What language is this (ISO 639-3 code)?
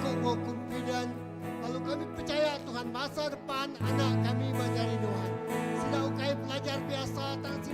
iba